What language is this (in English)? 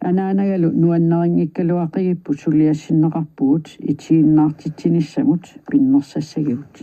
Kalaallisut